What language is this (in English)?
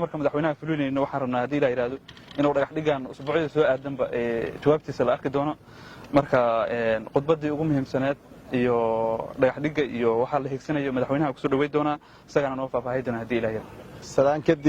Somali